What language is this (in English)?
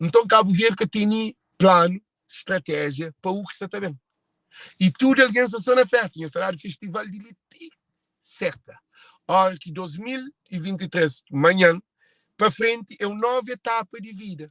Kabuverdianu